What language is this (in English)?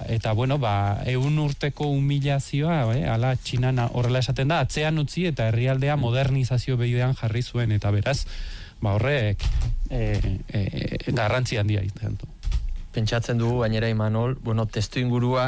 Basque